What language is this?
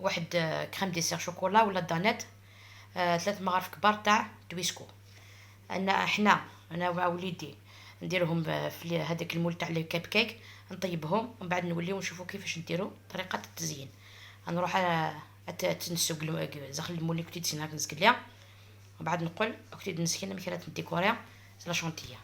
Algerian Arabic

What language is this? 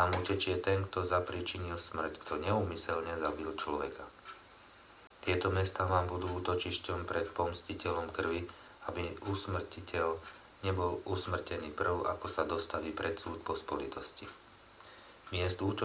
Slovak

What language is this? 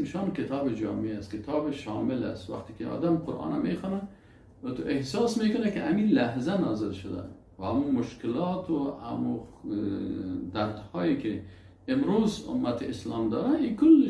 Persian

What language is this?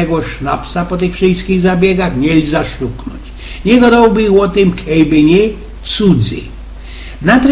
Silesian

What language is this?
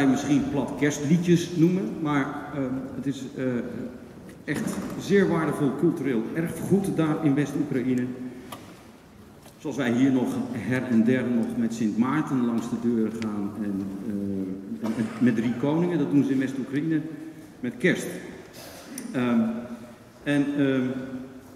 Dutch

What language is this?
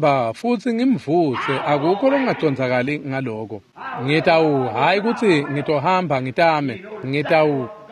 Swati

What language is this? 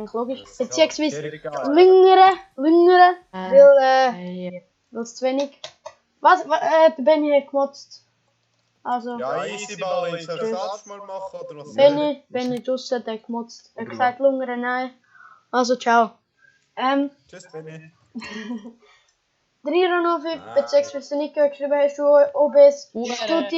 Swiss German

